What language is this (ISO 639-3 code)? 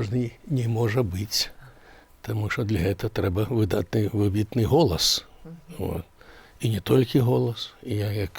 bel